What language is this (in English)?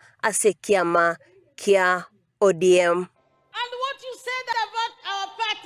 Gusii